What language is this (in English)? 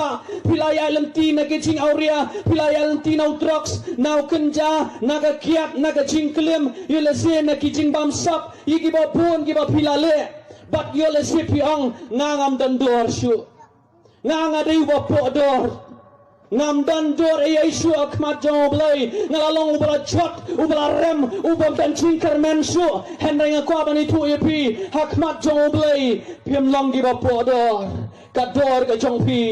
Khasi